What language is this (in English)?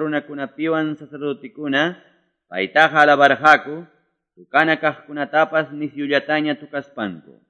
Quechua